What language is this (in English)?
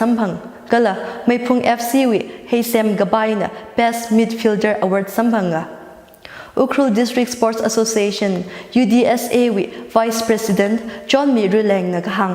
Tangkhul Naga (India)